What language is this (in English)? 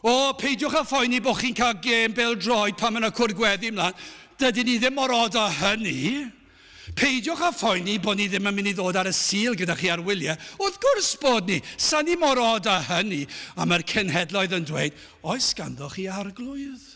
Welsh